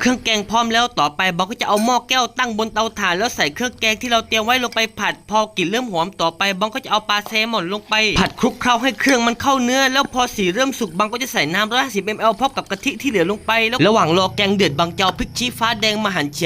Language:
Lao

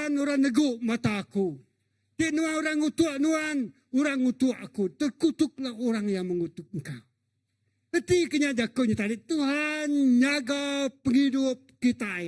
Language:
Iban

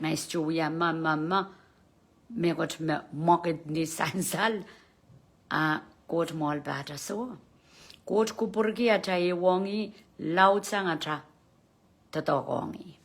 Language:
Pohnpeian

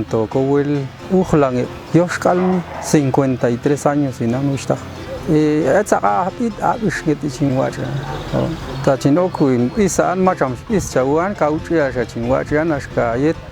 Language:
Popti'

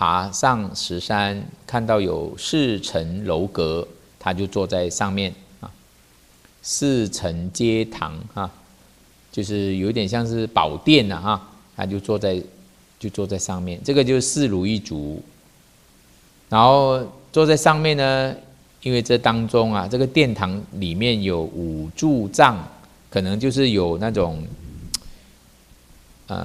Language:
Chinese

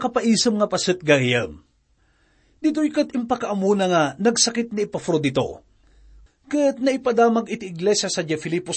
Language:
Iloko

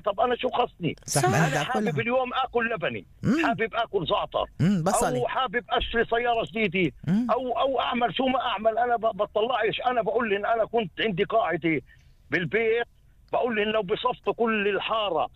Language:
North Levantine Arabic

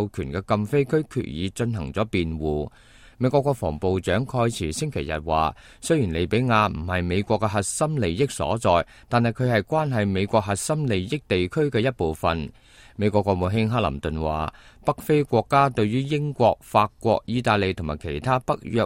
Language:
Cantonese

